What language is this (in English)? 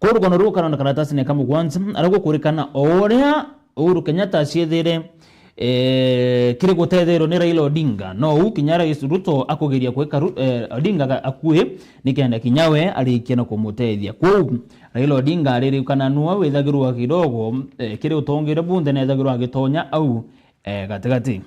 Meru